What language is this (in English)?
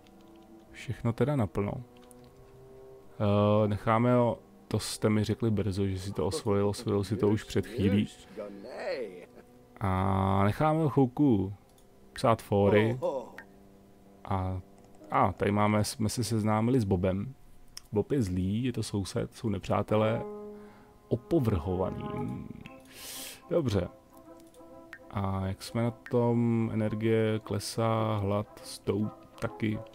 Czech